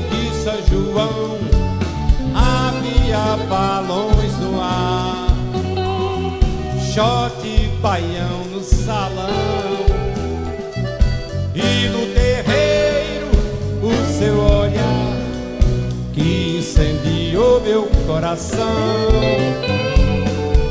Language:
Portuguese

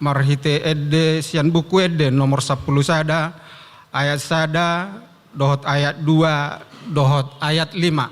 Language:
Batak Toba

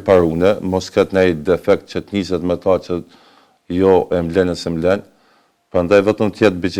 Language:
Albanian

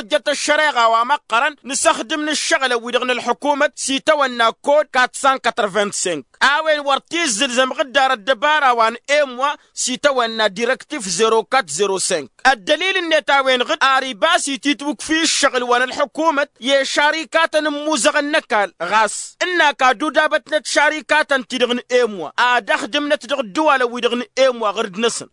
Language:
Tamasheq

